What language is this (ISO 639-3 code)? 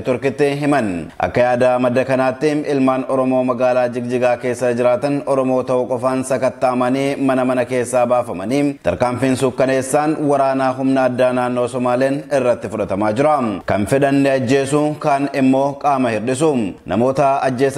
orm